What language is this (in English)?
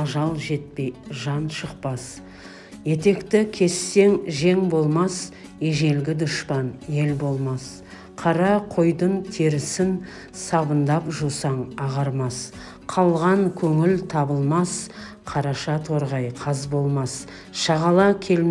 Kazakh